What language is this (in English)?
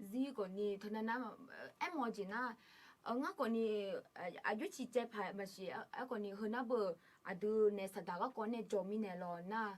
Akha